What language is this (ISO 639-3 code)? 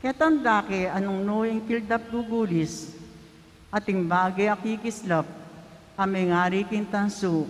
pam